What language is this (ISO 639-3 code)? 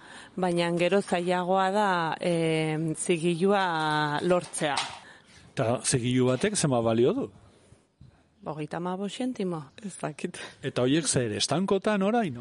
eus